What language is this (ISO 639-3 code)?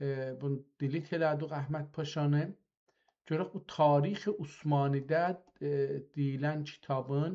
azb